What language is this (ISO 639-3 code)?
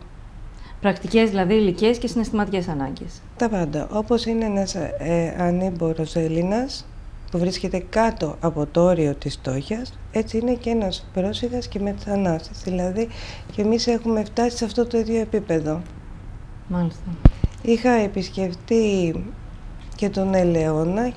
ell